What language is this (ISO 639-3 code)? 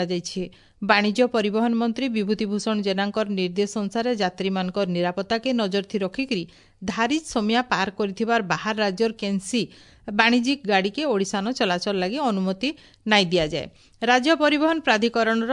ori